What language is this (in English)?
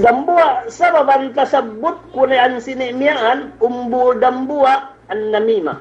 Yakan